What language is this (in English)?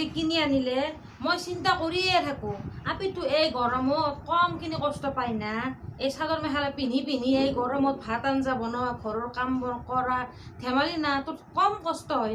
Assamese